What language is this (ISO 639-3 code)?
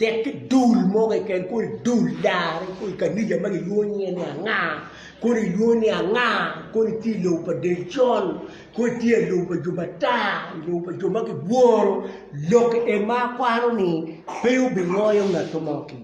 ach